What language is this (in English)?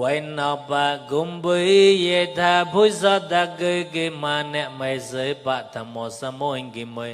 Mon